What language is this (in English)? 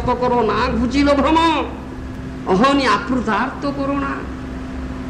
Odia